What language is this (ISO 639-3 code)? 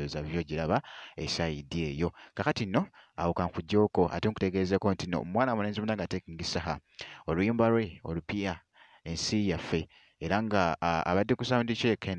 lug